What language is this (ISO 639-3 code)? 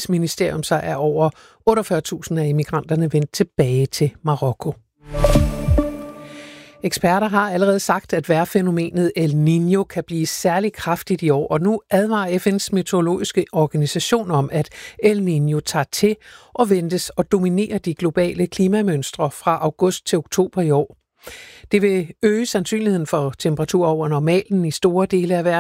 dan